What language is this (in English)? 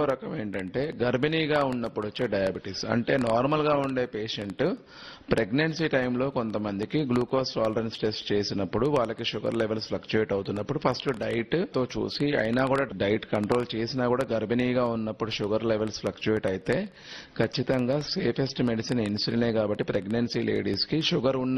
Telugu